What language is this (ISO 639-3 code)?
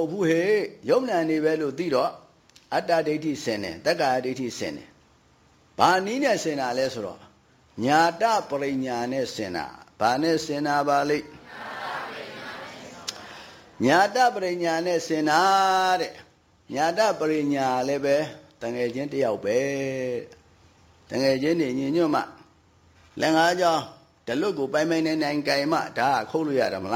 mya